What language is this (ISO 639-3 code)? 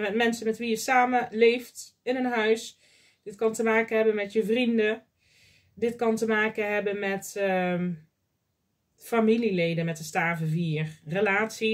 nld